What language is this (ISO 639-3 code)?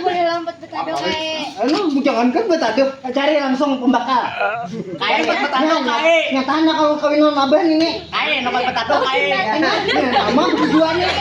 bjn